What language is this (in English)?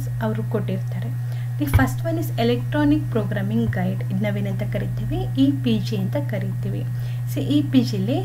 Kannada